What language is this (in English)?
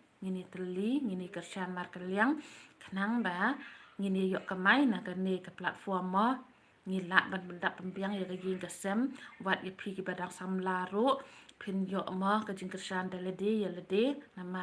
Khasi